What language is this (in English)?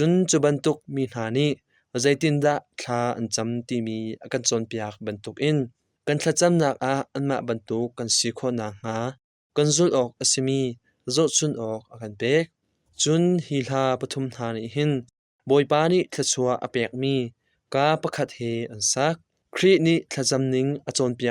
Hakha Chin